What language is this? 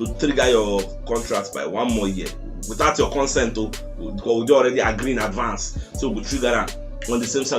Nigerian Pidgin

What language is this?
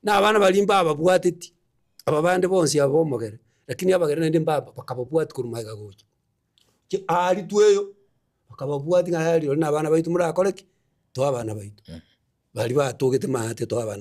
Gusii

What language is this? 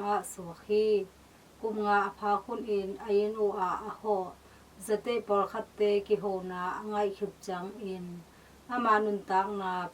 Tedim Chin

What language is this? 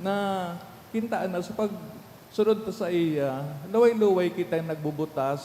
Bikol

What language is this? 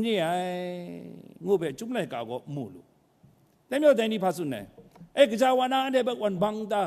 Kachin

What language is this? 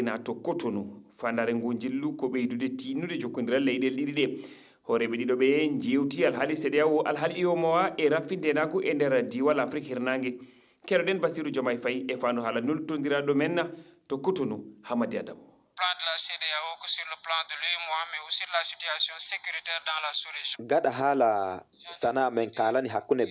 Fula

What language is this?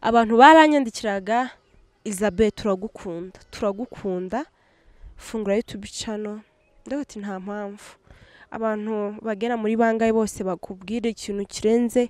Kinyarwanda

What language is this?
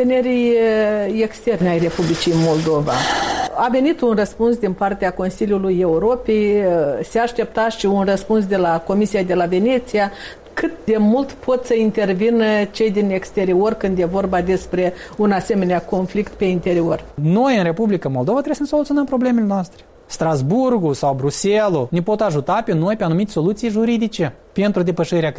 Romanian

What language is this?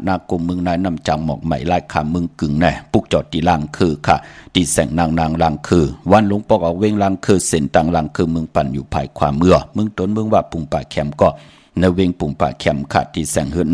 Shan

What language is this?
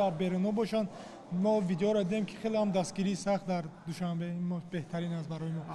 Tajik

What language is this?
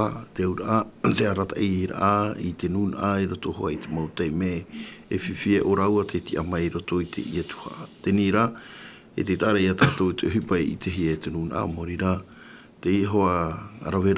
Tahitian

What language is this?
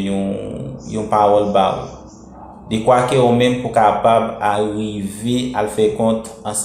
Haitian Creole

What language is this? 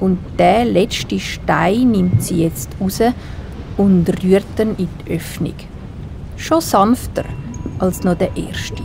Swiss German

